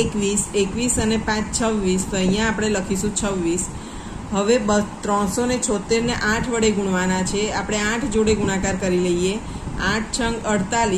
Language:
Gujarati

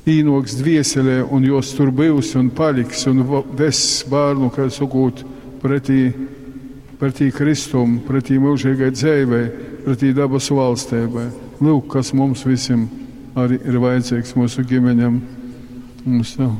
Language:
Latgalian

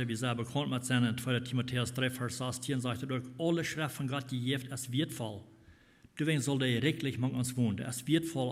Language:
Plautdietsch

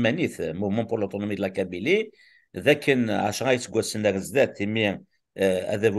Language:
Kabyle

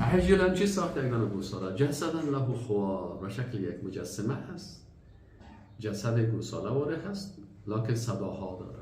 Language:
Persian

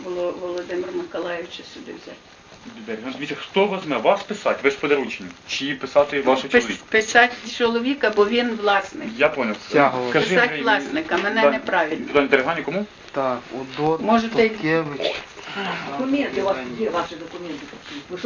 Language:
Ukrainian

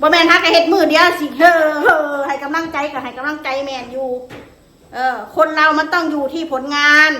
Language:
Northeastern Thai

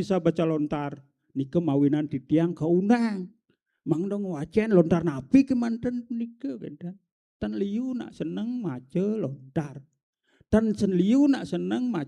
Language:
Balinese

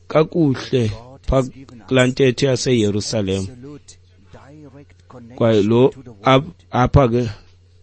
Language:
Xhosa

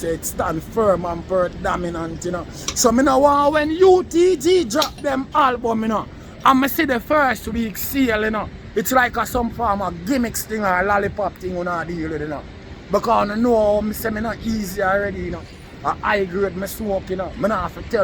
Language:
Jamaican Creole English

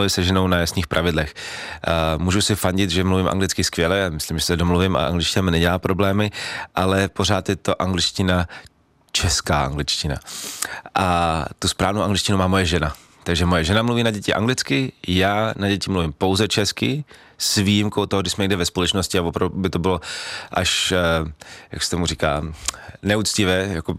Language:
Czech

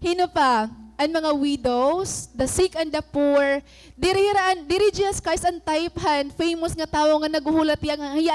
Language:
Waray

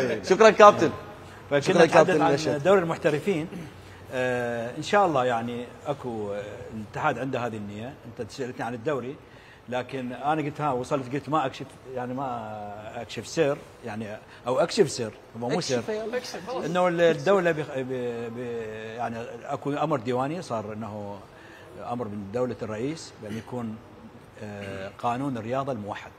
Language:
Mesopotamian Arabic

